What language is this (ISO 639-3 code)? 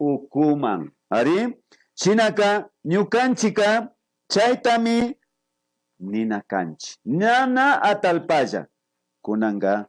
qvi